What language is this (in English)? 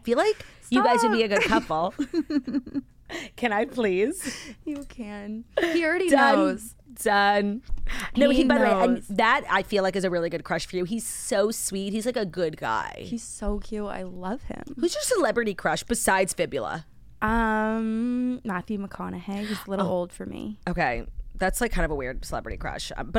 English